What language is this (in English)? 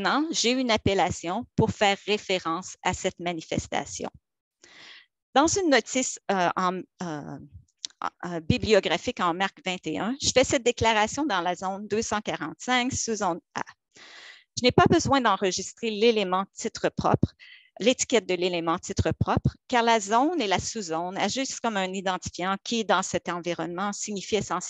French